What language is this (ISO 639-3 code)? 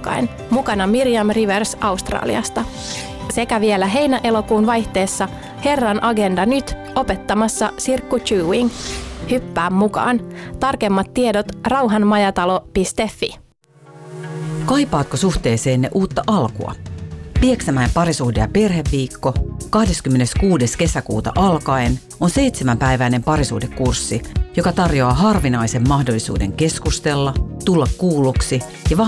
fin